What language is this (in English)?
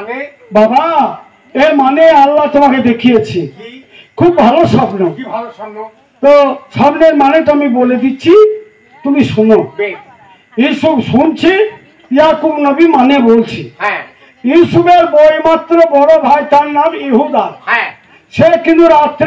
Bangla